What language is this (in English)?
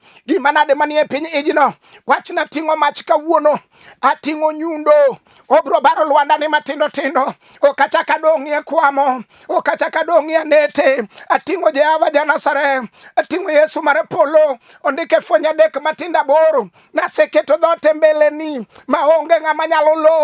Luo (Kenya and Tanzania)